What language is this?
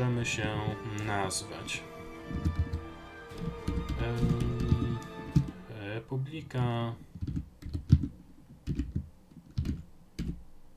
Polish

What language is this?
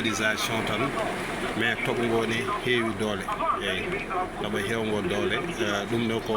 Fula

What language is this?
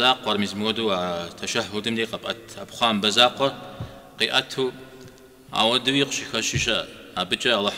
Kabardian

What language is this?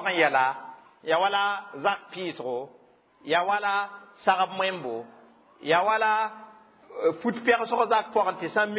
Mossi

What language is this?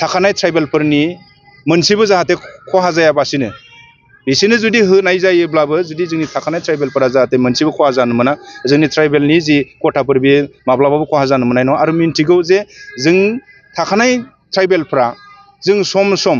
Bodo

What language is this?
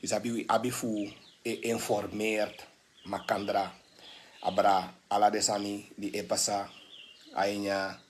Sranan Tongo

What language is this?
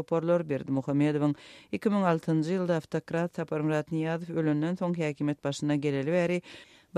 Turkmen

